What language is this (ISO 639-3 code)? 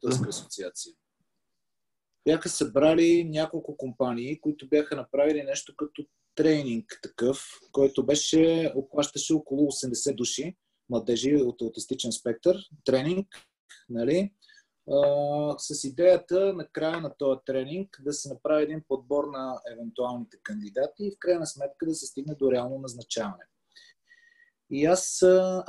bul